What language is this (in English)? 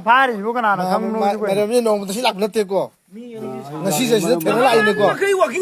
Manipuri